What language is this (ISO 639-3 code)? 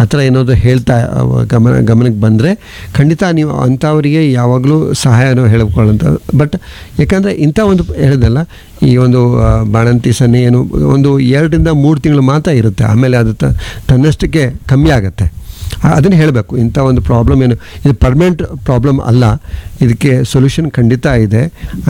kan